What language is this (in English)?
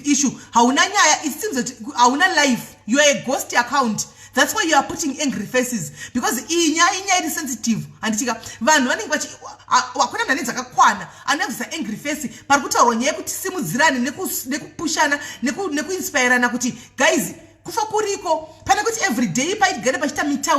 Shona